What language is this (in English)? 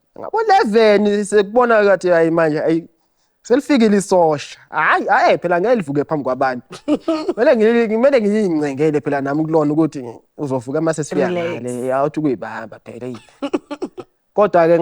Zulu